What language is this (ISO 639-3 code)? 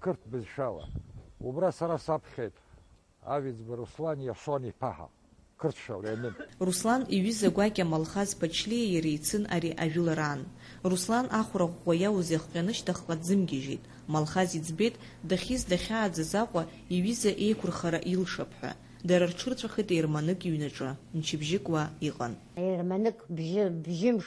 abk